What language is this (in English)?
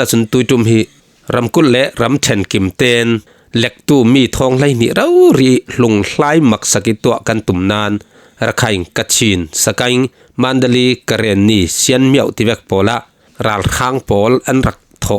Falam Chin